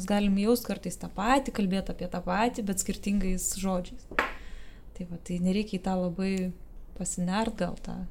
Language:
Lithuanian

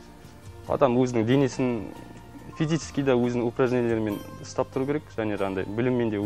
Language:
Kazakh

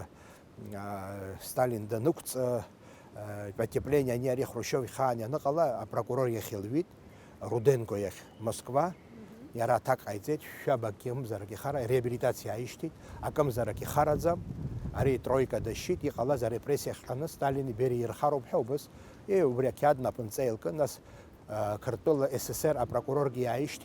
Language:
Abkhazian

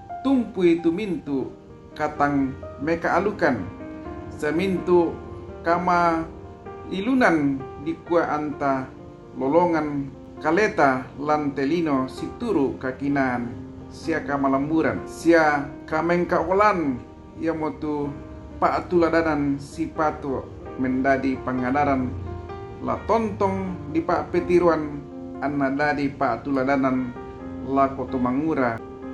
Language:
Toraja-Sa'dan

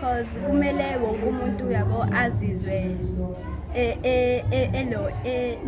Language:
Zulu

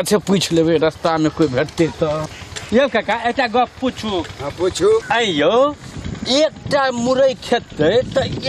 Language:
Maithili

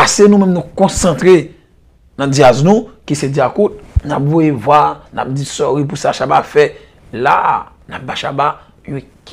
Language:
Haitian Creole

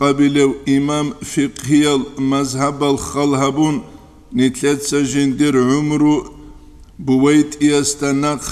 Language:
Avaric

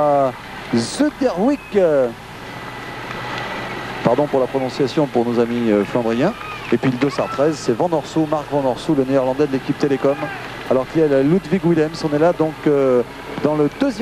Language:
French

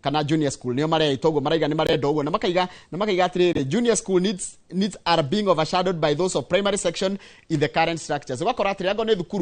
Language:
Kikuyu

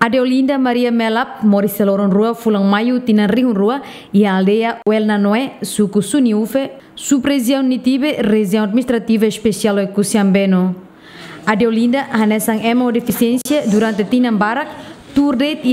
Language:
Tetum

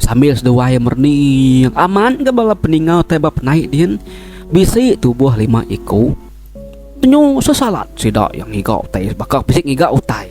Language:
Iban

